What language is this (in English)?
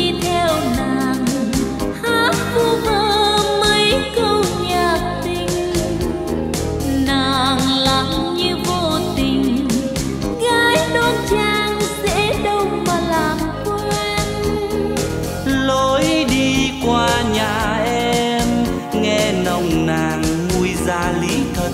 Vietnamese